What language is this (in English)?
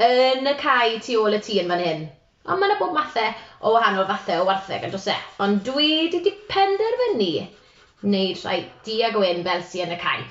Welsh